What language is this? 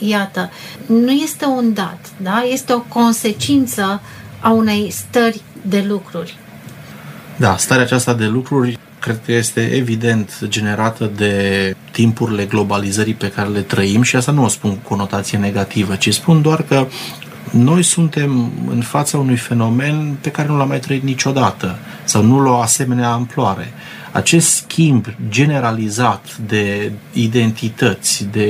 Romanian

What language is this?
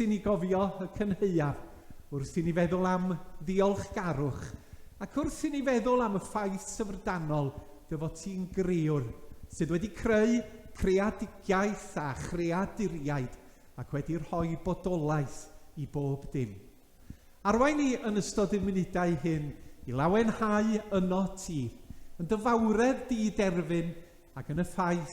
Welsh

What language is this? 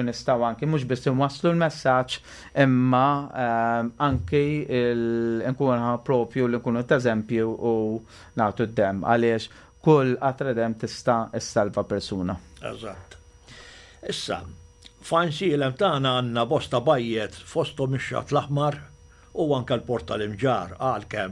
Maltese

